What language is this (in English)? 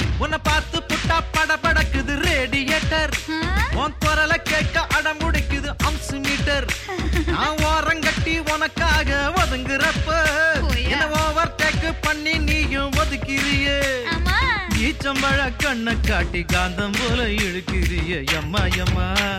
Tamil